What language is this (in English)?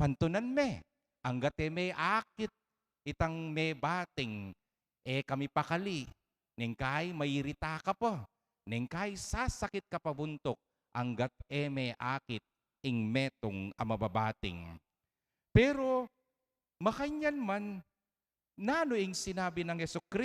Pampanga